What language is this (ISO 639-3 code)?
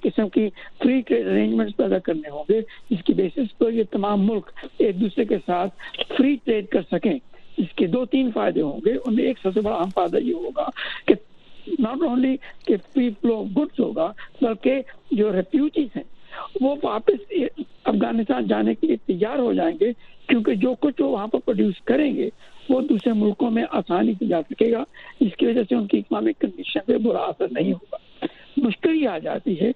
urd